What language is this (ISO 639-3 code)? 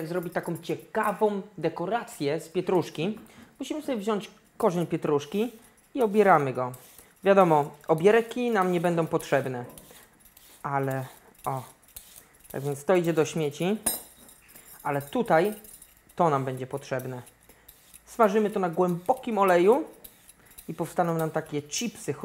pol